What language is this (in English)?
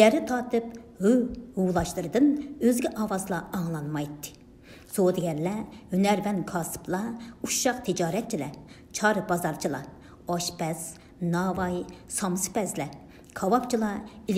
Uyghur